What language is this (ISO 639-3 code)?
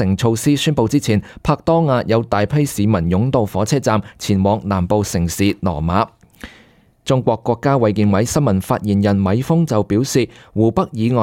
yue